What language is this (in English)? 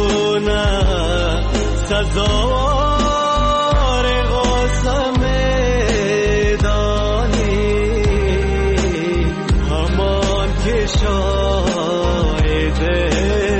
Persian